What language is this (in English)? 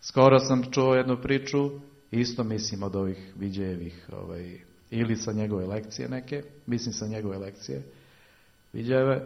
Serbian